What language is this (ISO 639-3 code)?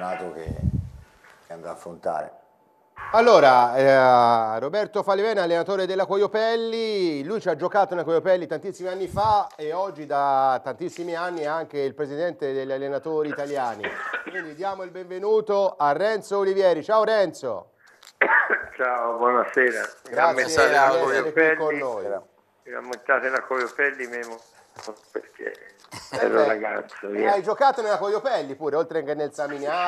ita